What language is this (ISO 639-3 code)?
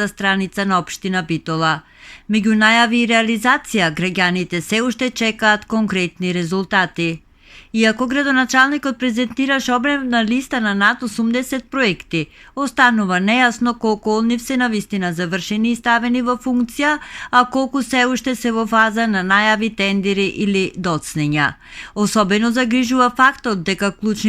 mkd